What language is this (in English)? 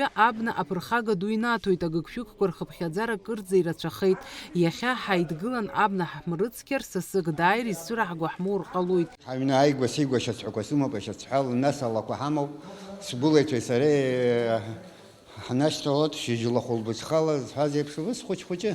Abkhazian